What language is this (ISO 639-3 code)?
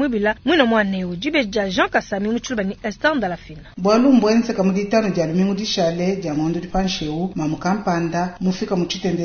lua